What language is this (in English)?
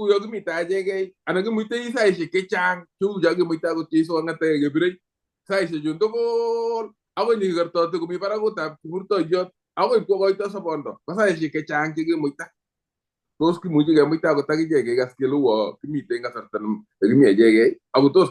Kalenjin